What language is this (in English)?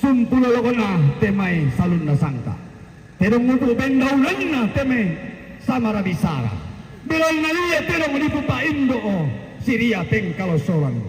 Toraja-Sa'dan